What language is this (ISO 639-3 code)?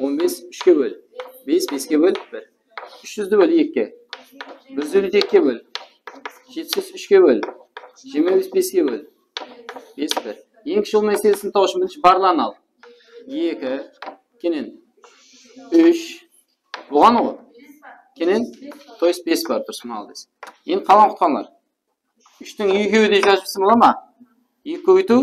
kaa